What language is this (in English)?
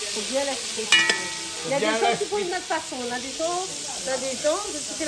Réunion Creole French